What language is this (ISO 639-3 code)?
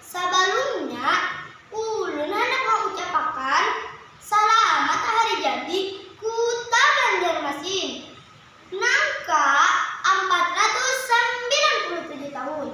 bjn